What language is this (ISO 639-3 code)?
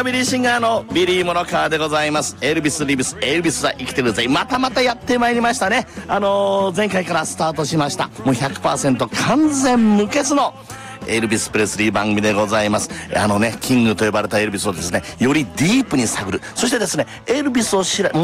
jpn